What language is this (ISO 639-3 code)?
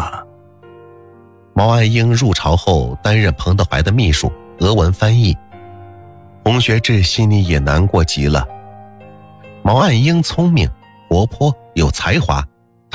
zho